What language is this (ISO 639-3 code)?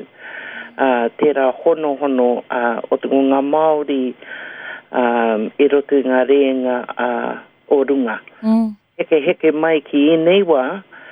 mri